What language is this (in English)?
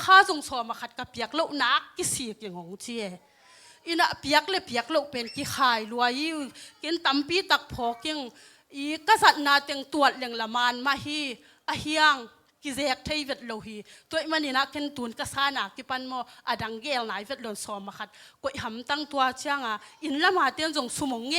Tedim Chin